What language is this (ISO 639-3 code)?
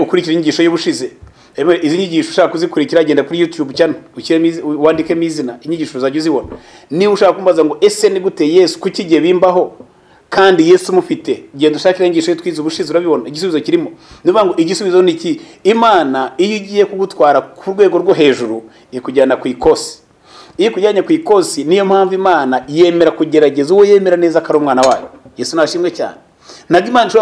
kin